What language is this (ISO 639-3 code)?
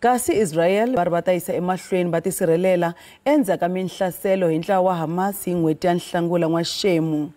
tso